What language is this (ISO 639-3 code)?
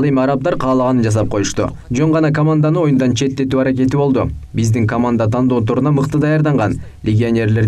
kir